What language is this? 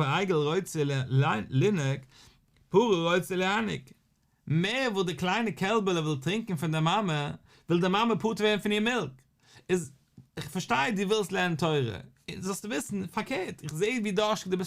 Yiddish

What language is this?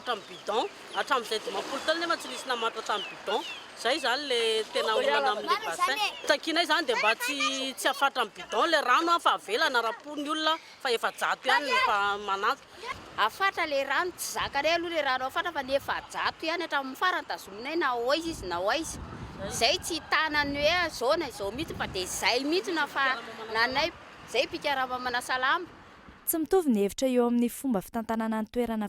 Malagasy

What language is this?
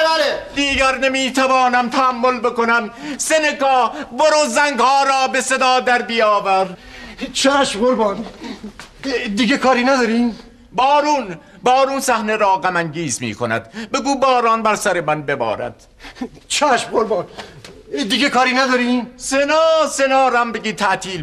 Persian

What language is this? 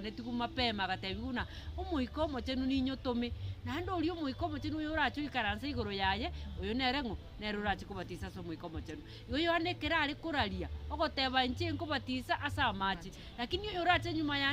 Gusii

